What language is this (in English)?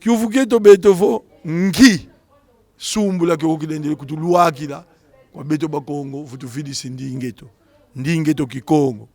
Kongo